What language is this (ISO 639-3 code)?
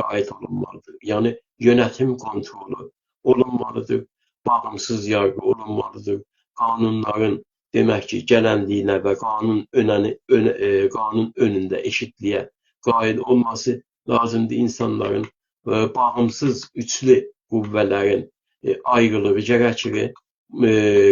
azb